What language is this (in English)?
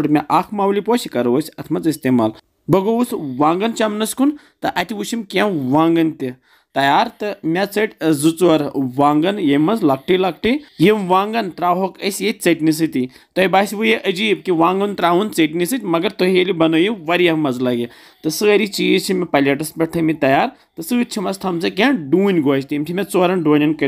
Kashmiri